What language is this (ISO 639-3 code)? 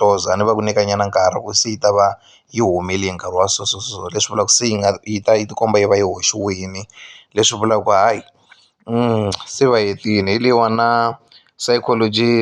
tso